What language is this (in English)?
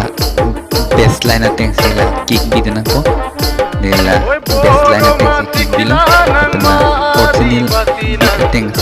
Karbi